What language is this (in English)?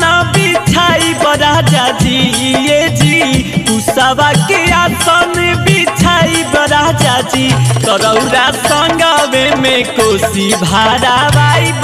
Bhojpuri